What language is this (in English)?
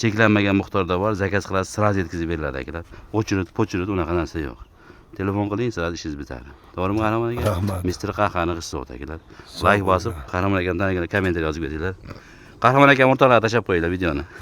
Uzbek